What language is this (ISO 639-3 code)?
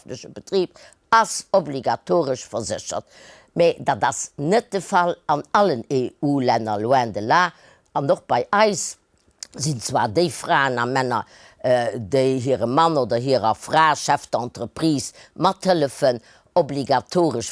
ltz